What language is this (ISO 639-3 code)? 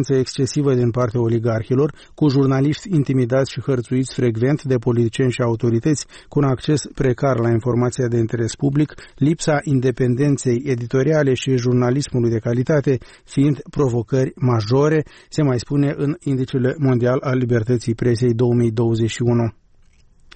ron